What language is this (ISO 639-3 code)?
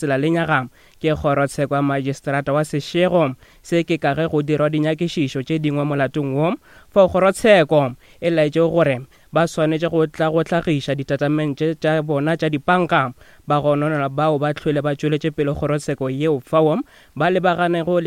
nso